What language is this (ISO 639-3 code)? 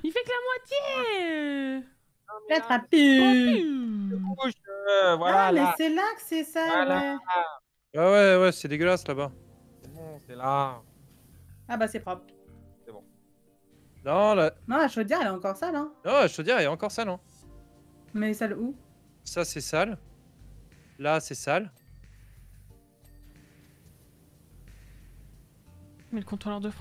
fra